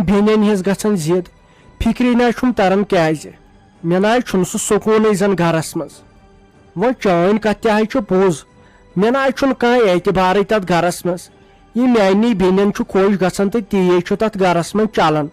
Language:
Kashmiri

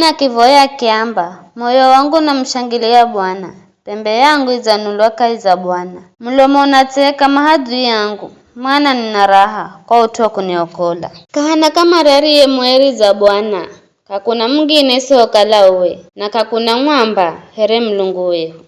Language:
Giryama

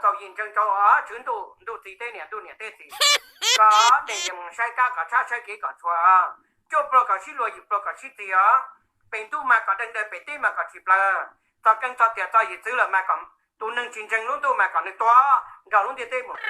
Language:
Hmong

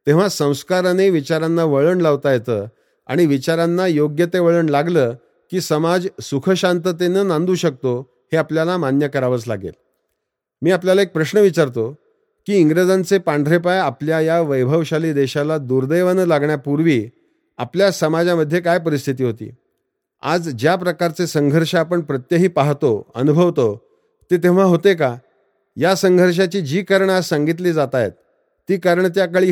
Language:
Marathi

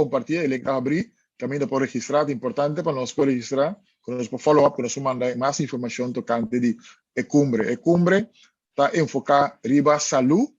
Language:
Papiamento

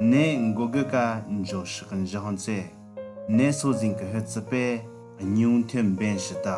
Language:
Southern Rengma Naga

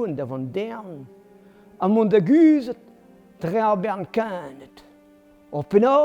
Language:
Breton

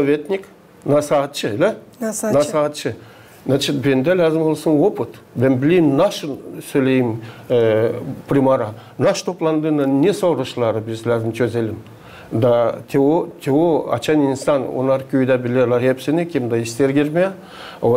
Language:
Gagauz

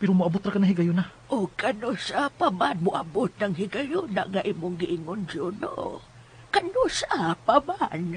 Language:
Cebuano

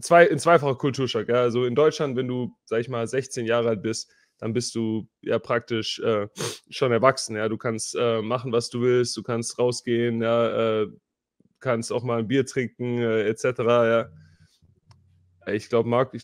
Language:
German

